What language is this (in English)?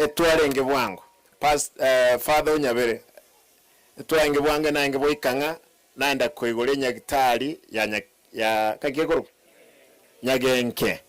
Gusii